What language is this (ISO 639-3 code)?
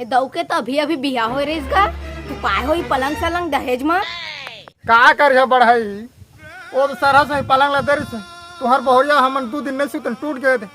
hne